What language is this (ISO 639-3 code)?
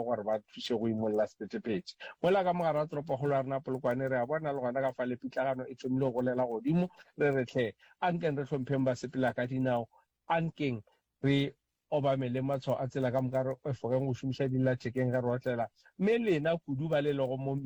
nso